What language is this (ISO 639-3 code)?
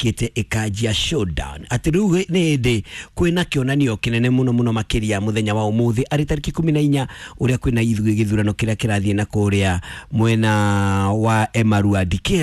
kik